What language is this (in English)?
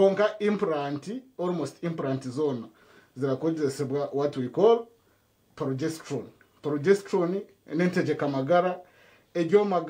Nyankole